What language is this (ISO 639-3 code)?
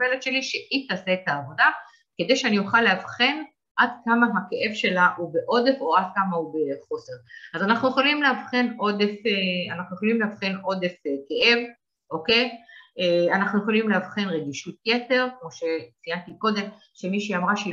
heb